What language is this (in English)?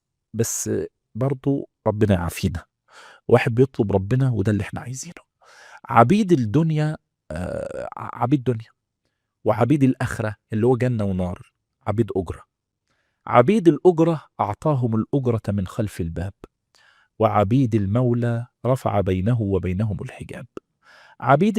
Egyptian Arabic